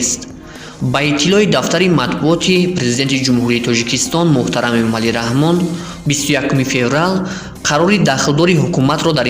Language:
Tajik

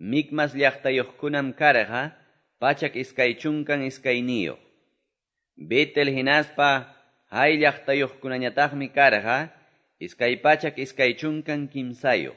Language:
Quechua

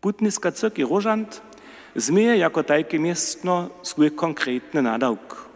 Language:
Upper Sorbian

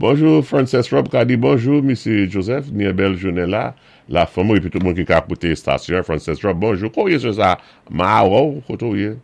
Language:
Saint Lucian Creole French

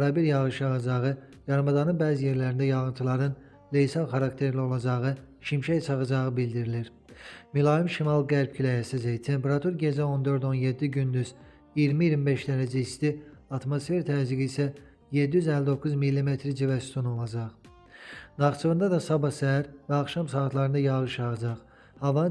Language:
Azerbaijani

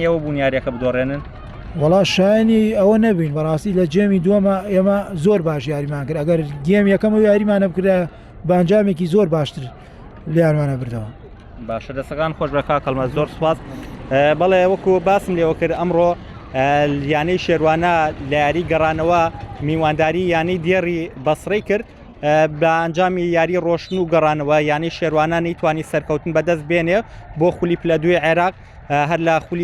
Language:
Central Kurdish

